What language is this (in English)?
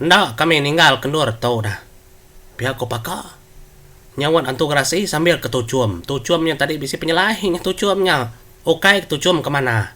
Iban